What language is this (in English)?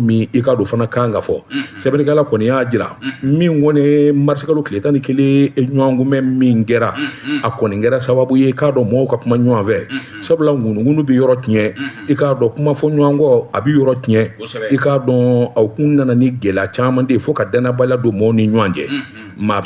Bambara